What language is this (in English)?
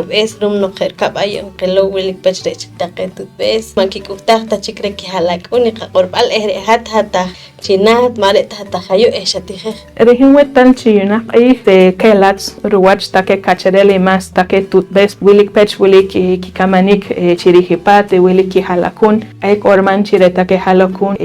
Poqomchi'